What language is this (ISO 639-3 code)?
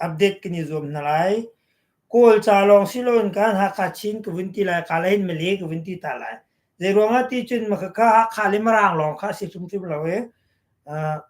cnh